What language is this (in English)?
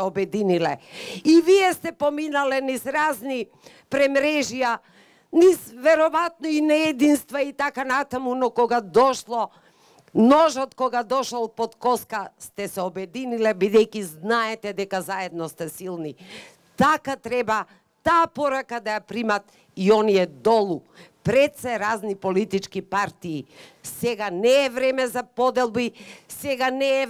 Macedonian